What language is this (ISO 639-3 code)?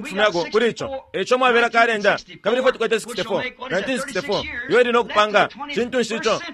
bem